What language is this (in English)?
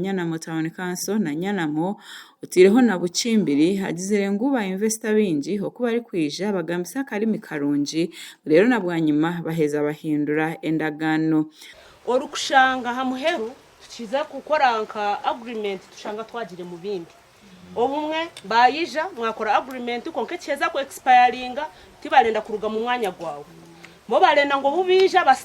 Nyankole